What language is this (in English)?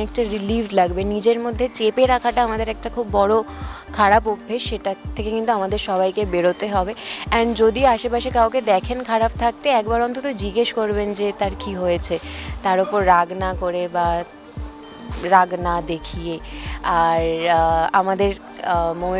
Bangla